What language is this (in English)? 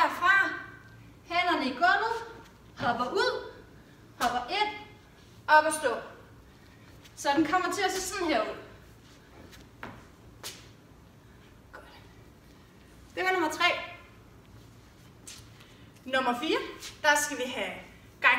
Danish